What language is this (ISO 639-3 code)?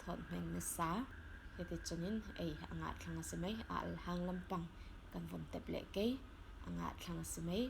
cfm